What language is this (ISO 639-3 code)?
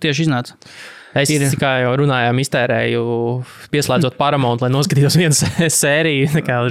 lav